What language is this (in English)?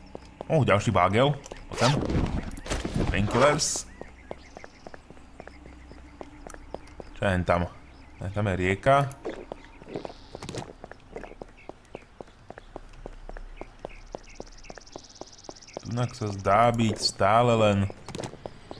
Slovak